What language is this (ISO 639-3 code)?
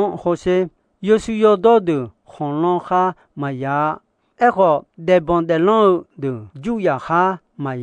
ahk